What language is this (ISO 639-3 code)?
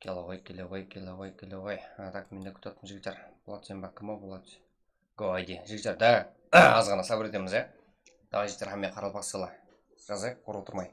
kaa